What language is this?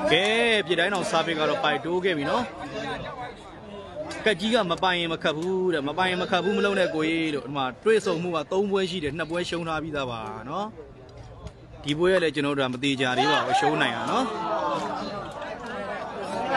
Burmese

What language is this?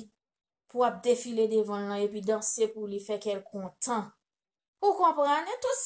Haitian Creole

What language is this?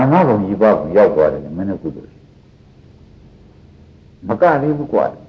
Burmese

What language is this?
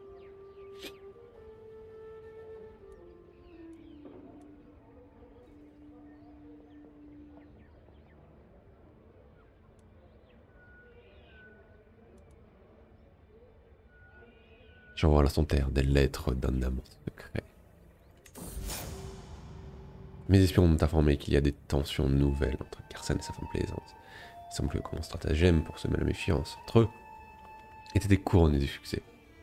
French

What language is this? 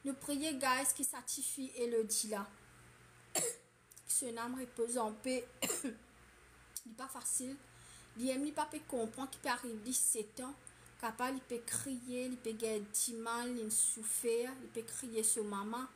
Morisyen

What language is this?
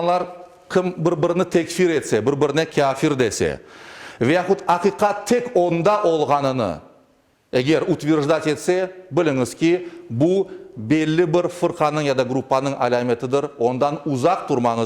Crimean Tatar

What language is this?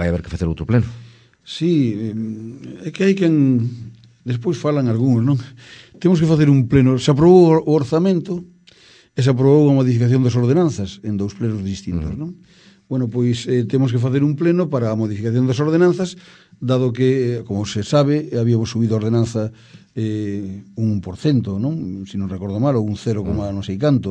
Galician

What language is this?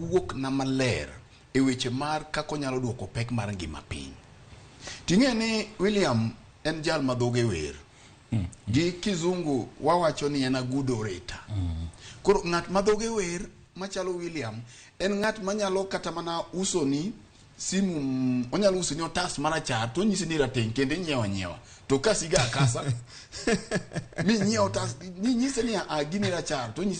Luo (Kenya and Tanzania)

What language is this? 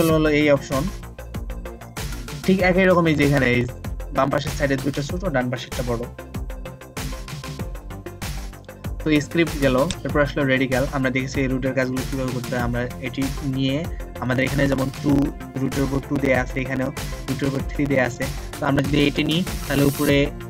Bangla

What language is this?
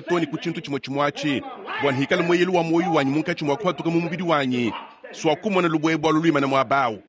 Luba-Lulua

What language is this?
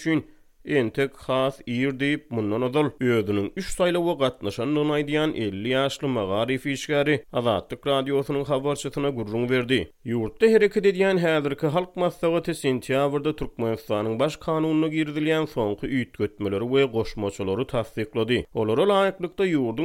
Turkmen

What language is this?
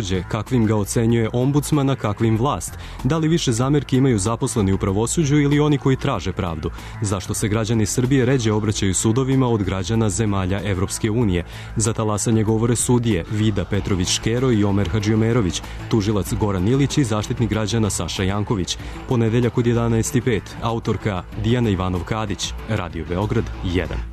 Serbian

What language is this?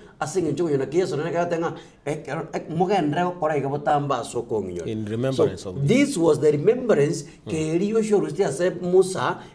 Gusii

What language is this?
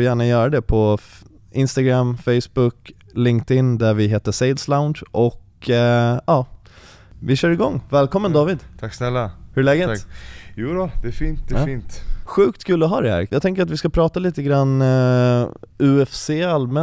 Swedish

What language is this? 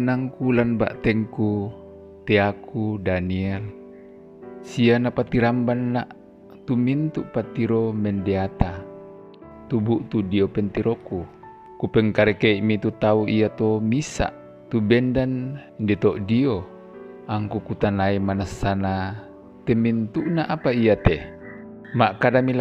Toraja-Sa'dan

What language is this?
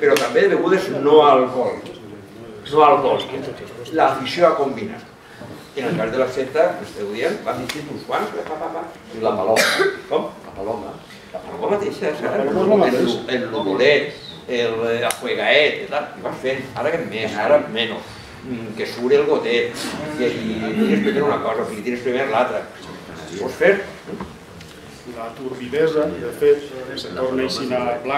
Catalan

